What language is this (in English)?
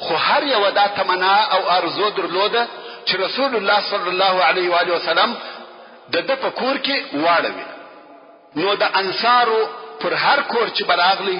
Pashto